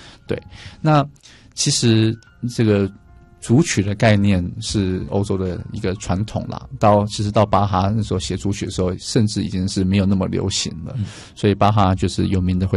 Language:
Chinese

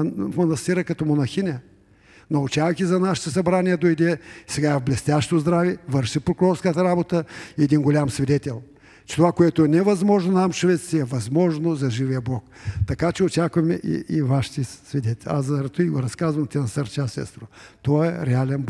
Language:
Bulgarian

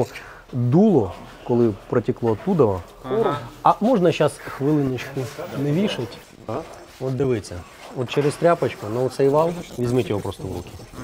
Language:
Ukrainian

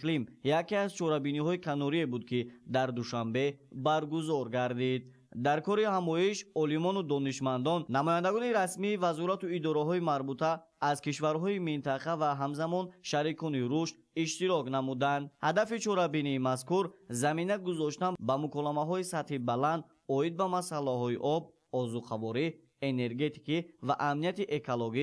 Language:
Tajik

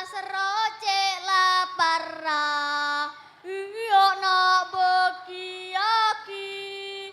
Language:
Madurese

